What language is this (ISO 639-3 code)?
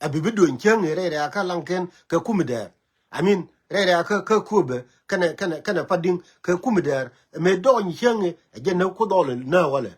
nus